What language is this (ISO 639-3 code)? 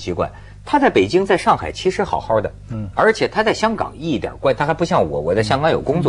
zho